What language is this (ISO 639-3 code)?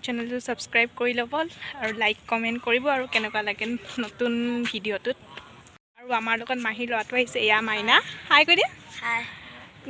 asm